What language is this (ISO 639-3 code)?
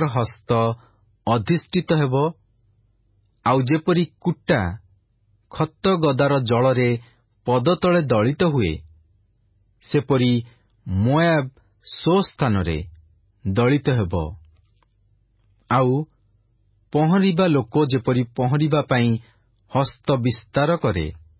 ori